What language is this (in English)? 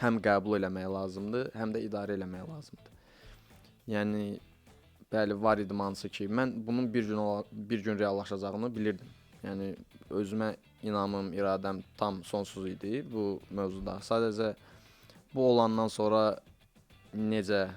Azerbaijani